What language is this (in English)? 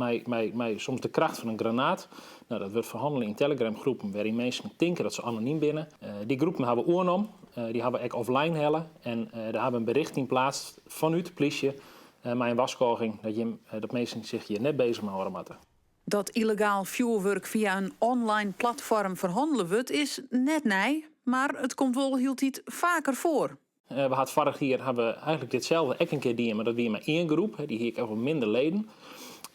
Western Frisian